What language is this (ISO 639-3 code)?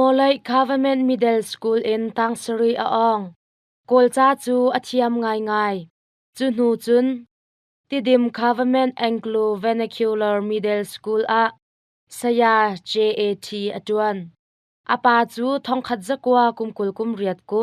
cnh